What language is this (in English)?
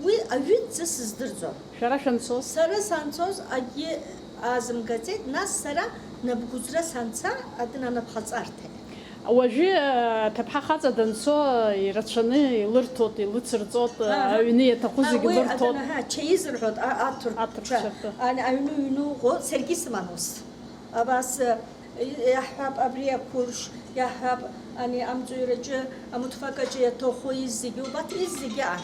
Abkhazian